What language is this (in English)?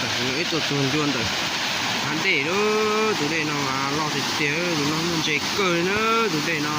Hmong